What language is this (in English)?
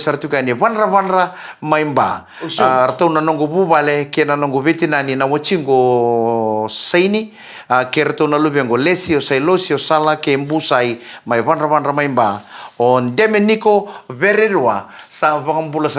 Fijian